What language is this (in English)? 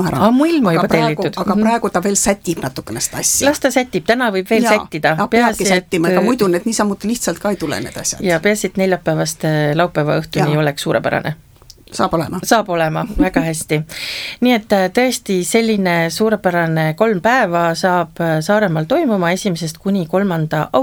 Estonian